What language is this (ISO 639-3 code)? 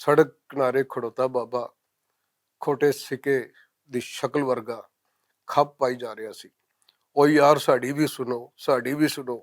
lah